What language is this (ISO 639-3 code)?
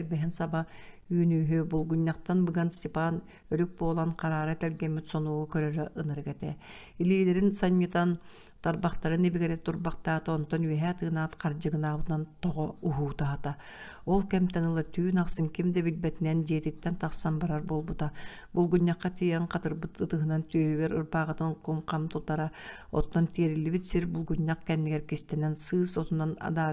sah